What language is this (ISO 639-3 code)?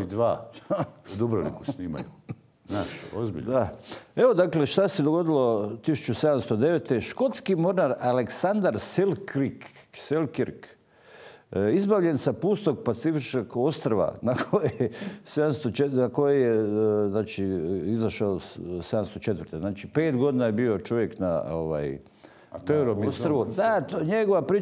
hrv